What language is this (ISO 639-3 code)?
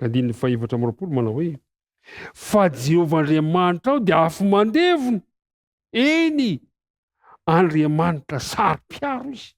mlg